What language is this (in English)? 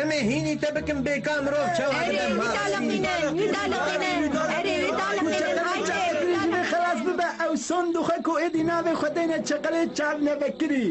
Kurdish